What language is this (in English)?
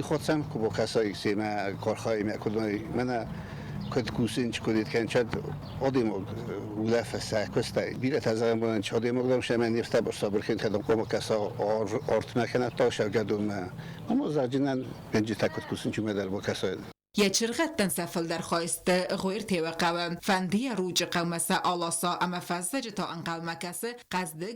Ossetic